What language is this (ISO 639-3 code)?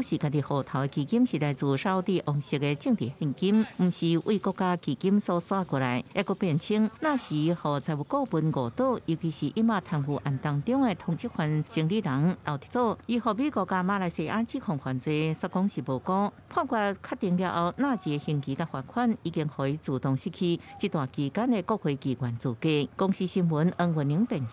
nan